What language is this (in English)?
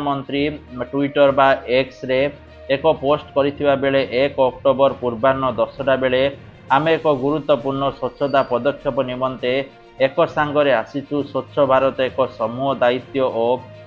Odia